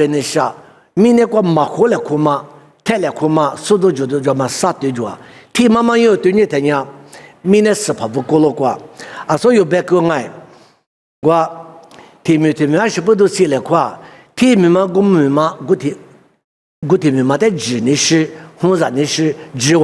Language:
Lisu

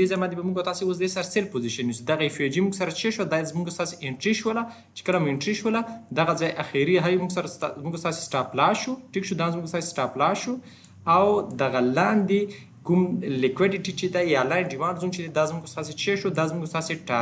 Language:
Pashto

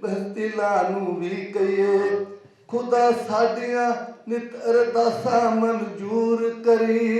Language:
Western Panjabi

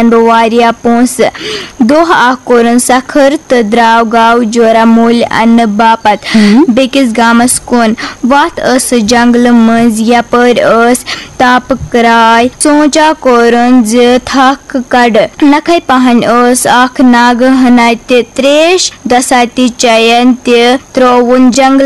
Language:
Kashmiri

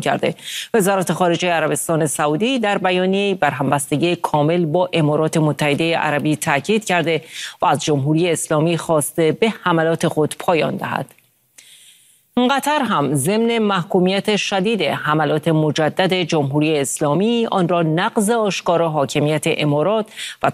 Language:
Persian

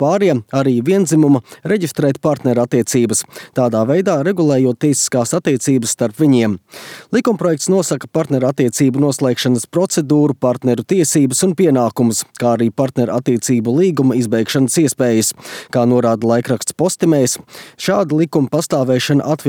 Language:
Latvian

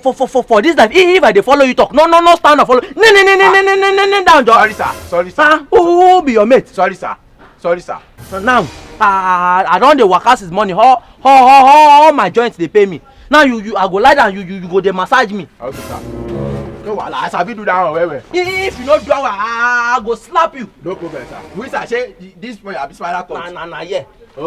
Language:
Nigerian Pidgin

